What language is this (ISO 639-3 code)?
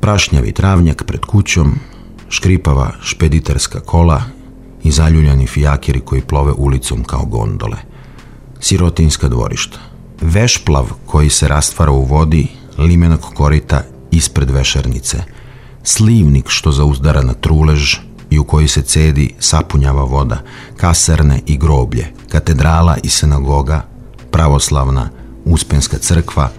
srp